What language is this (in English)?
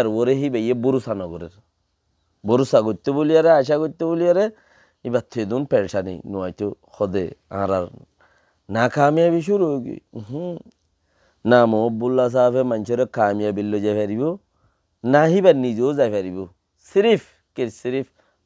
Rohingya